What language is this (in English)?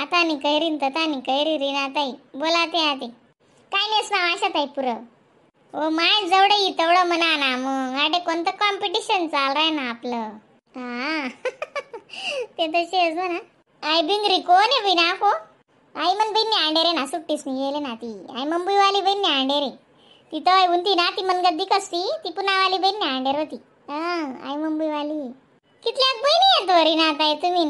Khandesi